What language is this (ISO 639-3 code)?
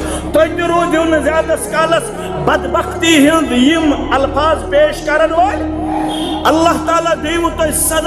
kas